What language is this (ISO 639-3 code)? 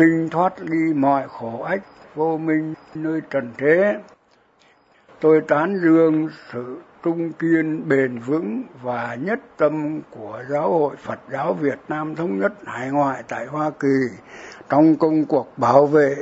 vie